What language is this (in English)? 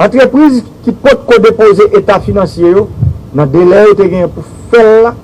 Haitian Creole